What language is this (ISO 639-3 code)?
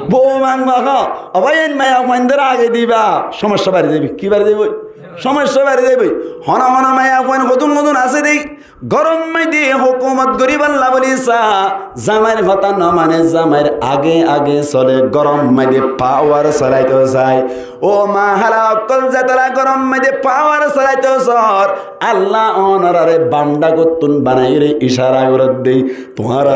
rhg